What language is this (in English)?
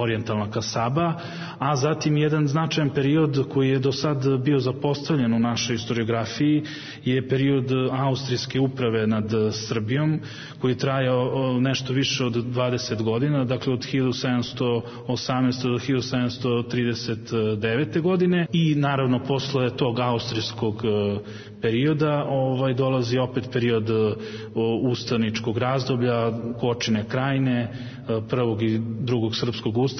Serbian